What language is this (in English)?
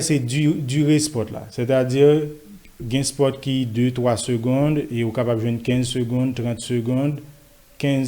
Haitian Creole